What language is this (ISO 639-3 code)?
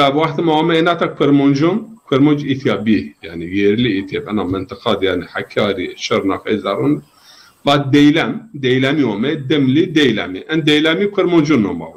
zza